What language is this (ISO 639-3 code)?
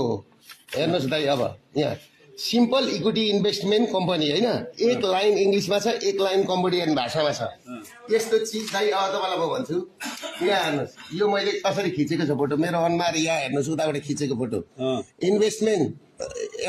nep